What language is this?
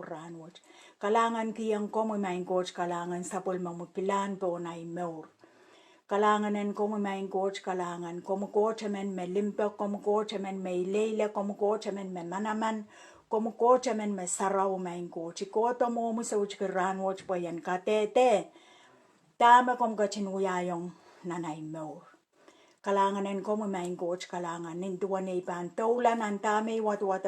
Pohnpeian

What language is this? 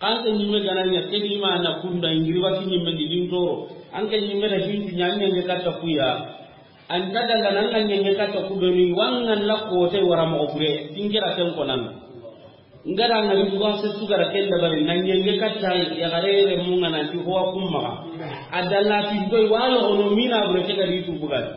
Soninke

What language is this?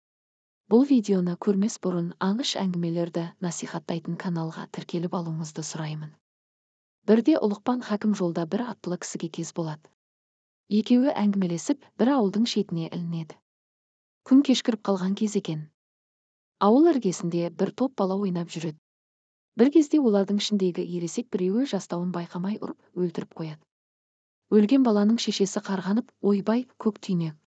Kazakh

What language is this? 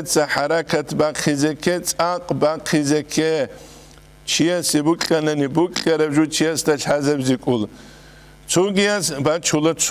Avaric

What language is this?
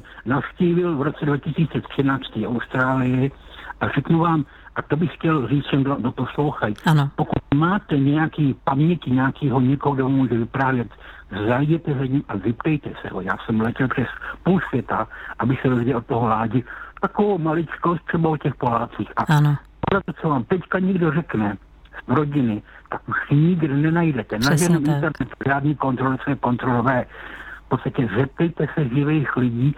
Czech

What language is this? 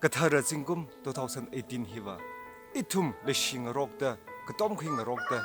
Tangkhul Naga (India)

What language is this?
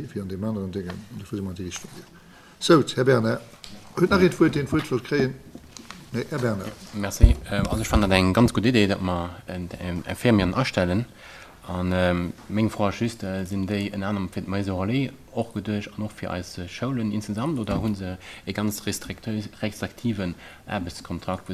Luxembourgish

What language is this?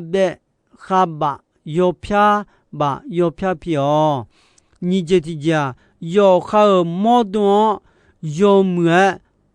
Akha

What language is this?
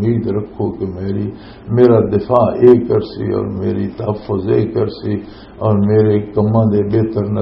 Western Panjabi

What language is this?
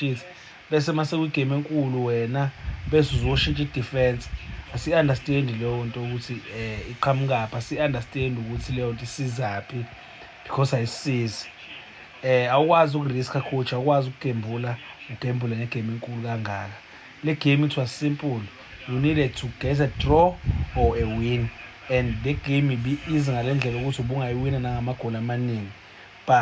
Zulu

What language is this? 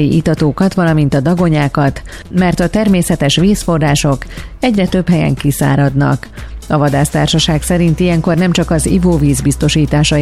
Hungarian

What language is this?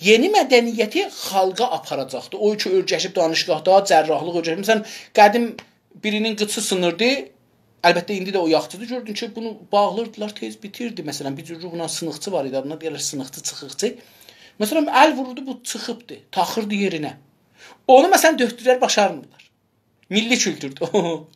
South Azerbaijani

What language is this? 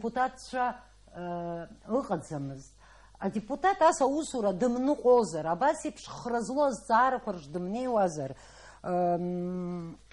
Abkhazian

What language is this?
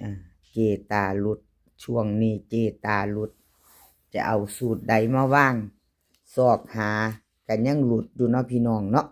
Northeastern Thai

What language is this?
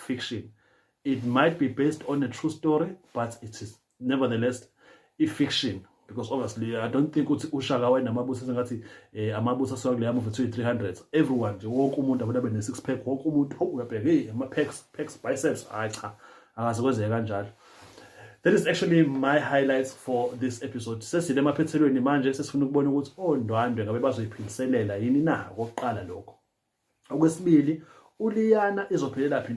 Zulu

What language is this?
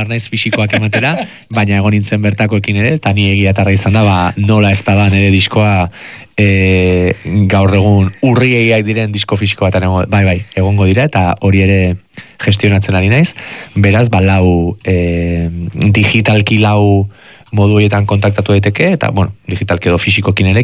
Basque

